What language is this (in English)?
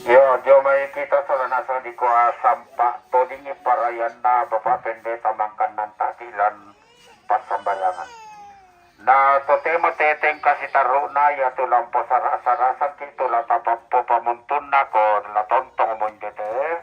Toraja-Sa'dan